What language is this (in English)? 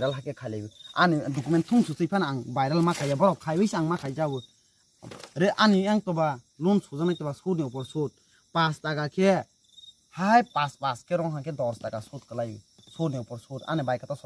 Kok Borok